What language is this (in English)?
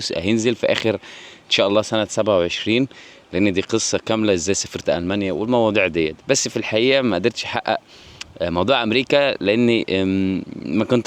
Egyptian Arabic